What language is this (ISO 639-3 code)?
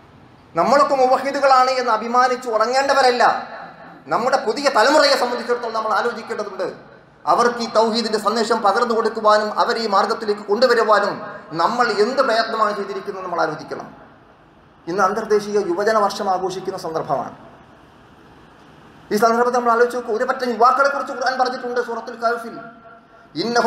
mal